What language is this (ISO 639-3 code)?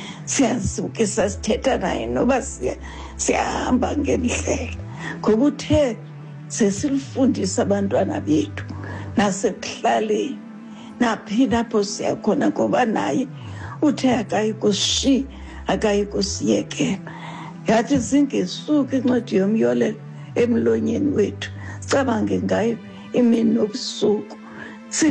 xho